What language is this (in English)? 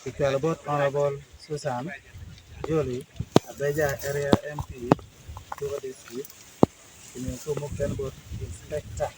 Acoli